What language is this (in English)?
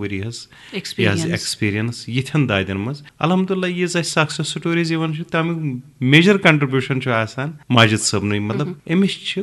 Kashmiri